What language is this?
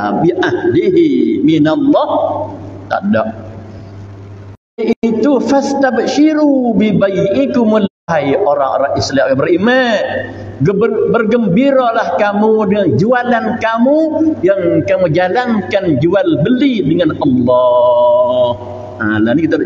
Malay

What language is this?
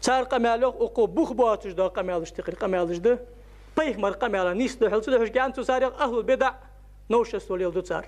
Ingush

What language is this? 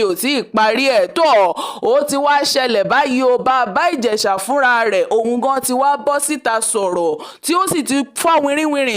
Yoruba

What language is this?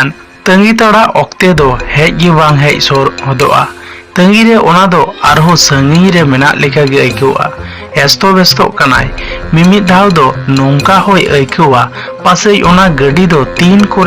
Santali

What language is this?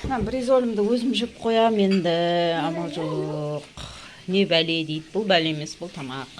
Kazakh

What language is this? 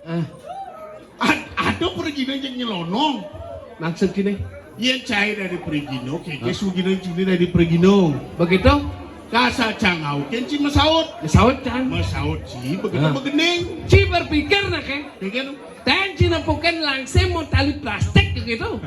Balinese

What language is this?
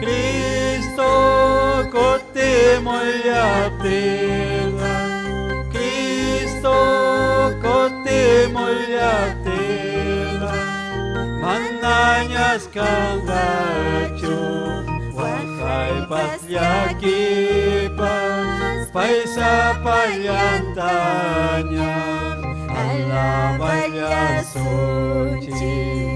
Ayacucho Quechua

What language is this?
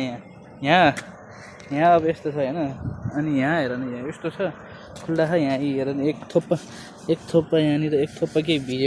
Nepali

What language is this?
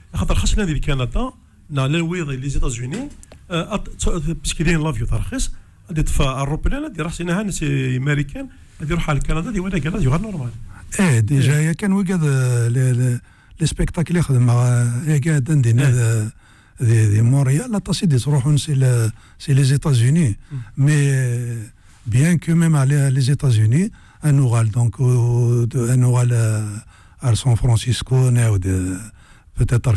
Kabyle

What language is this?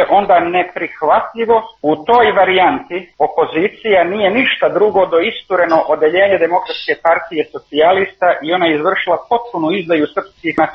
Serbian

